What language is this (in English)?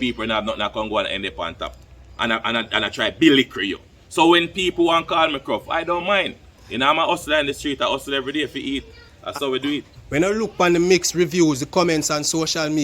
Jamaican Creole English